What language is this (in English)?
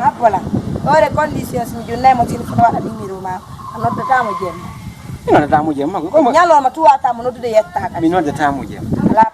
Fula